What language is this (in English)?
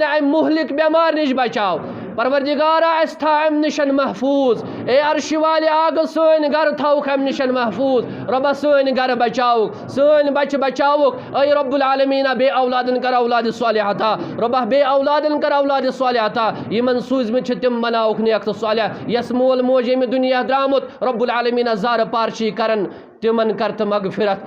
Kashmiri